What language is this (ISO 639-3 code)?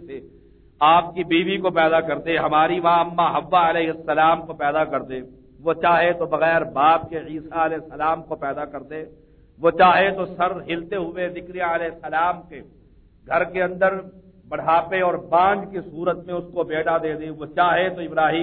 urd